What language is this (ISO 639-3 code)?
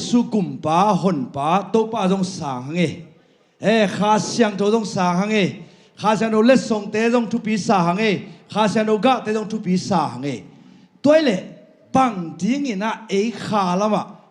ctd